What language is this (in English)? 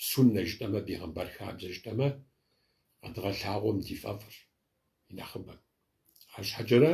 Kabardian